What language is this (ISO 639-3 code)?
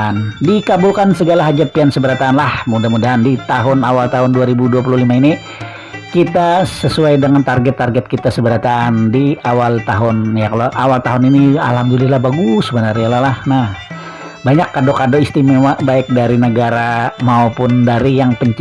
bjn